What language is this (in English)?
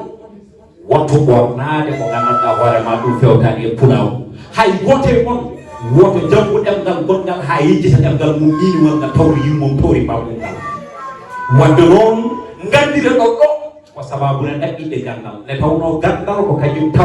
Fula